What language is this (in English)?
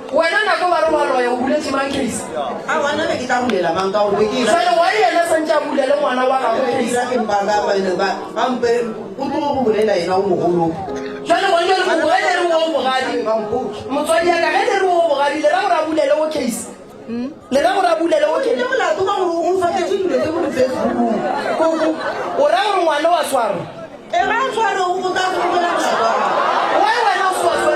Northern Sotho